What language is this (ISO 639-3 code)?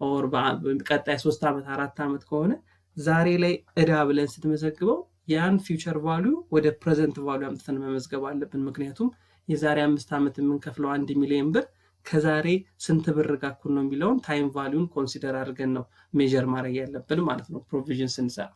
amh